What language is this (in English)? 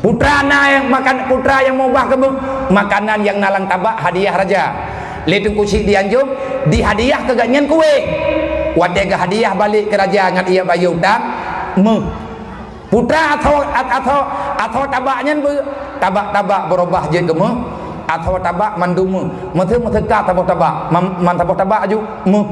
Achinese